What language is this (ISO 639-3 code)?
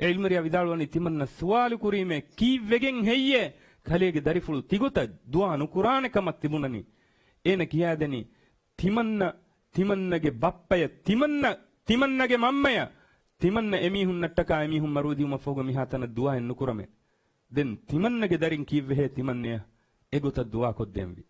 div